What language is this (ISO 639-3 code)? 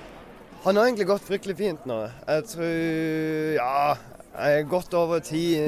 nor